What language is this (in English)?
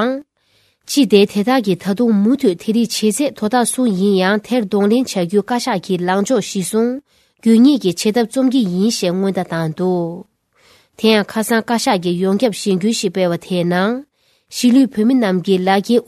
Tibetan